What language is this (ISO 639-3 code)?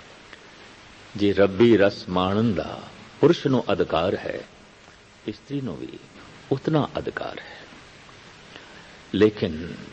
pan